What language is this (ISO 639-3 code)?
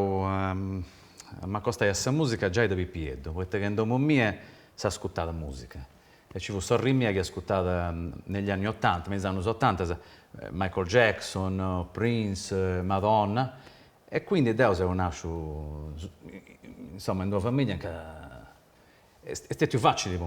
srd